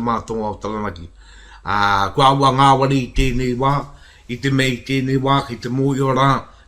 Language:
Māori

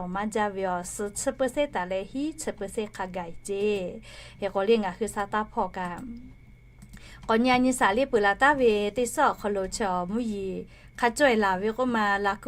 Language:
Lahu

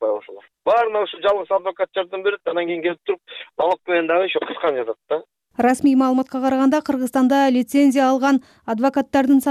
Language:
Kyrgyz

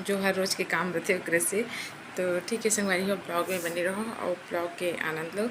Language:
Chhattisgarhi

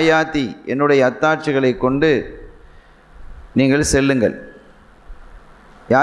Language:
Tamil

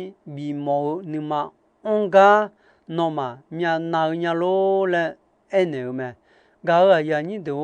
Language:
Akha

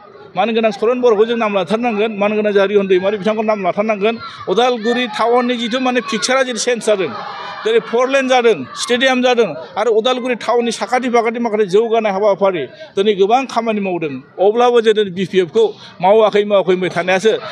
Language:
Bodo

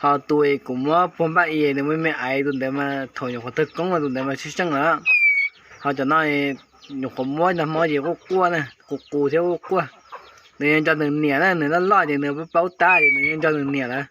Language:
Hmong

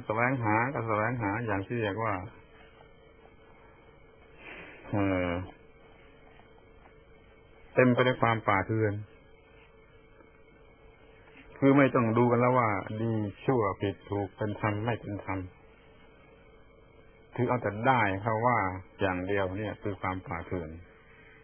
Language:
Thai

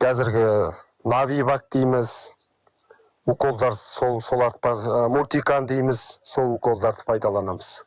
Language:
Kazakh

